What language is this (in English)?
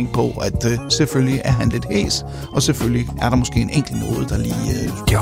Danish